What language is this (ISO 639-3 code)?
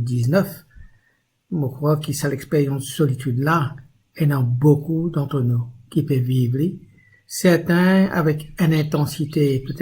mfe